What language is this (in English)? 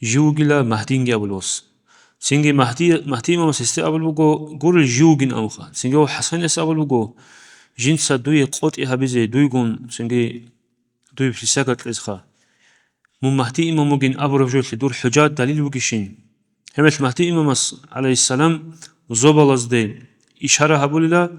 Avaric